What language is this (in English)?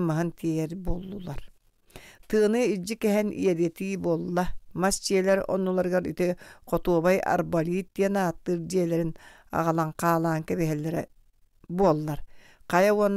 Yakut